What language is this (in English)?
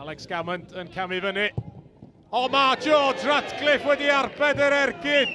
Welsh